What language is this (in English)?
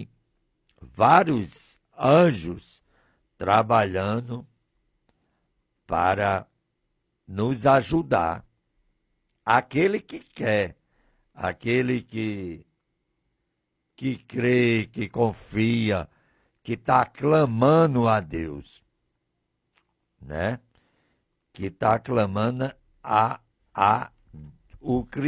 Portuguese